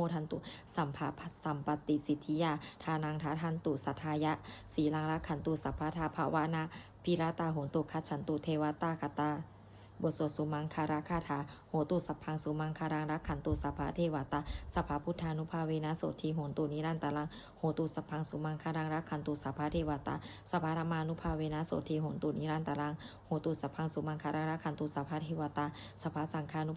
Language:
Pali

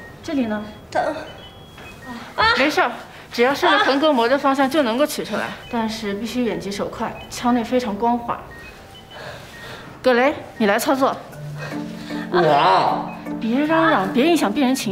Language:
Chinese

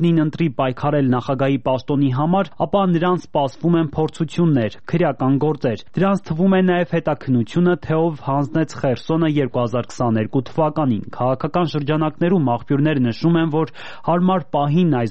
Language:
Armenian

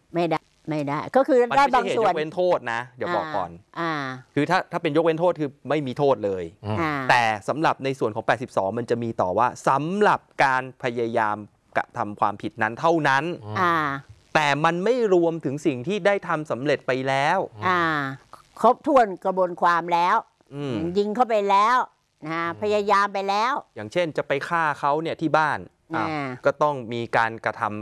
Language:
Thai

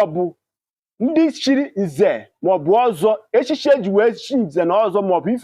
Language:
Igbo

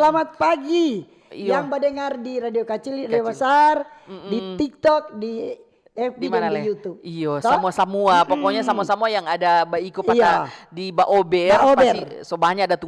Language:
Manado Malay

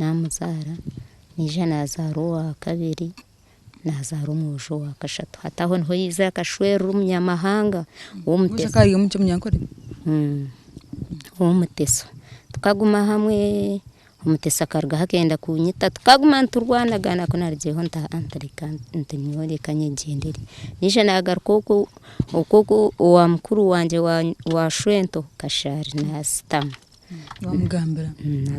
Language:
Nyankole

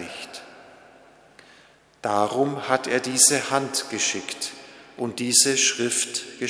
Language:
German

